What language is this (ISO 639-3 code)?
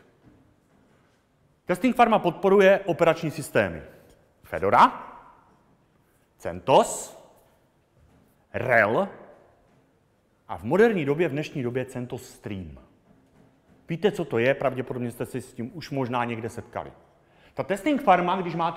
ces